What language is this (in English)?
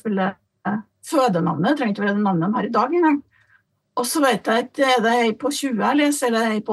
Norwegian